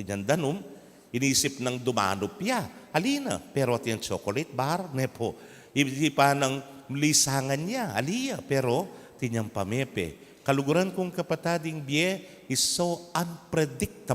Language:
Pampanga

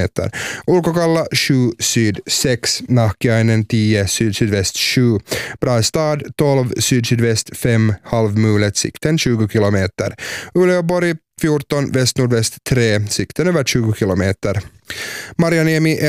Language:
Swedish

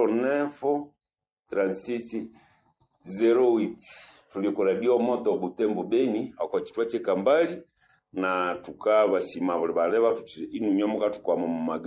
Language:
Nande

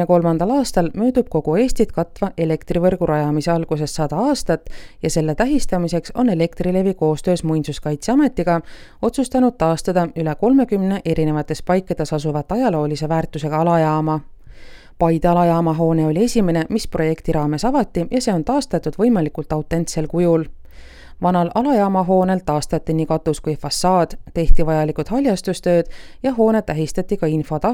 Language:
Estonian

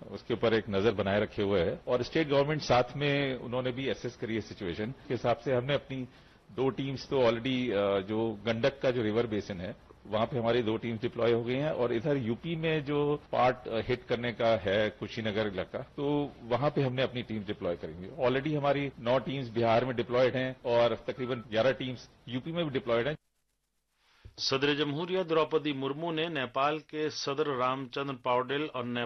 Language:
Urdu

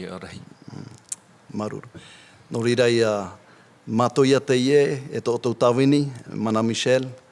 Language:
Tahitian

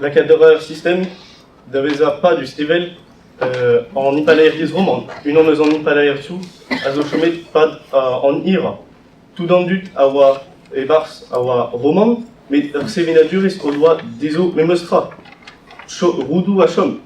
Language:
Breton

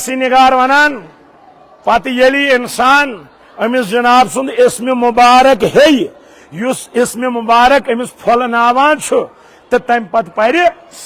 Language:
Kashmiri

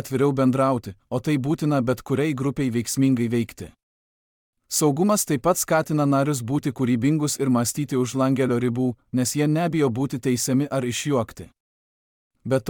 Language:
Lithuanian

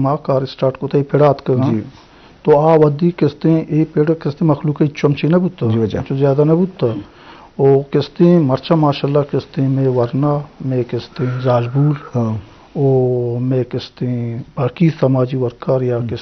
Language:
Eastern Balochi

